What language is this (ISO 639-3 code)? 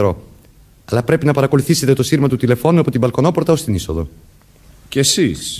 ell